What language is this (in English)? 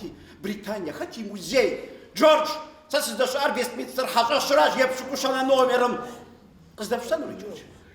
Kabardian